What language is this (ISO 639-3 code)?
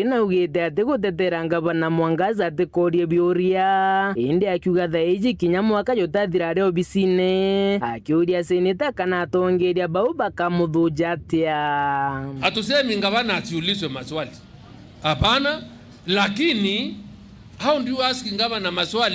mer